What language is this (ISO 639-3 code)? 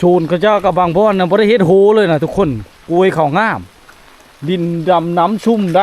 lao